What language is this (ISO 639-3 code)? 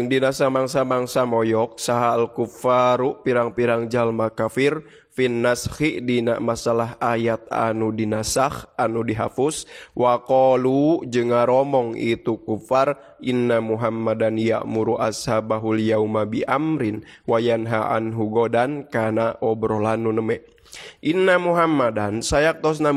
sun